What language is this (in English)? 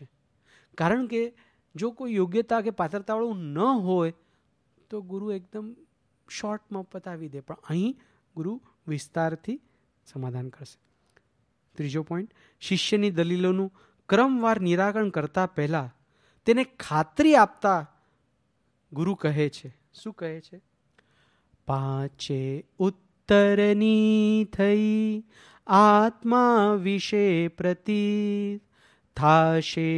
Gujarati